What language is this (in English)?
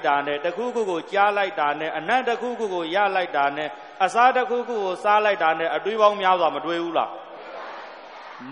Burmese